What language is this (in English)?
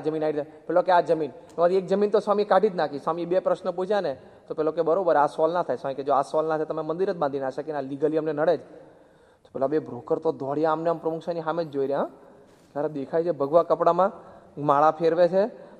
Gujarati